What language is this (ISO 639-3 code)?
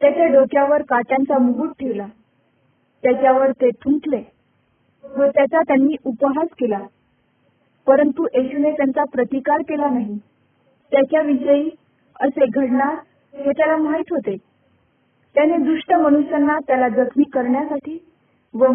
mar